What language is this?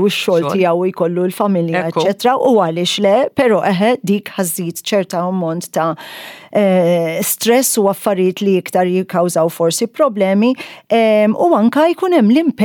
Maltese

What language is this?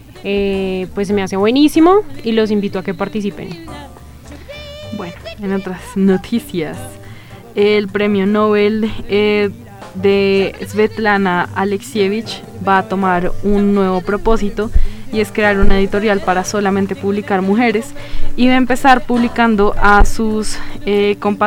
Spanish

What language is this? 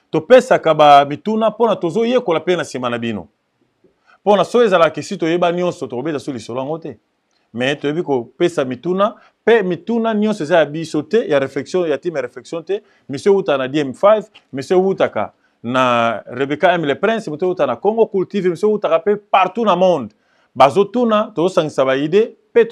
Lingala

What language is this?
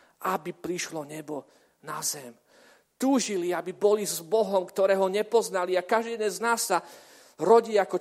Slovak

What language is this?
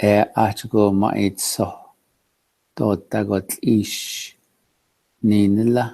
Navajo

